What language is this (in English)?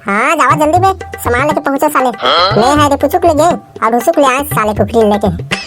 Chhattisgarhi